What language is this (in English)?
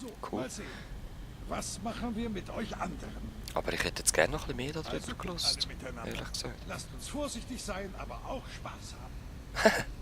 Swiss German